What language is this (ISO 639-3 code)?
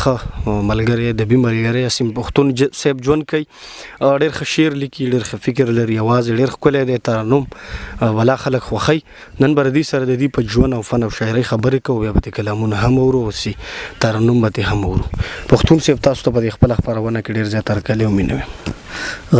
pus